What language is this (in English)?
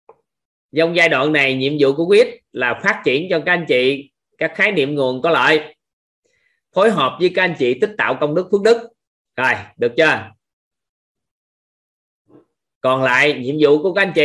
Vietnamese